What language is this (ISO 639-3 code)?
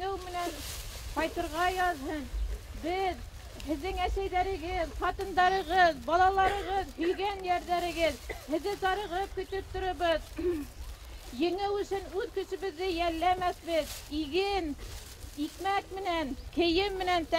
bak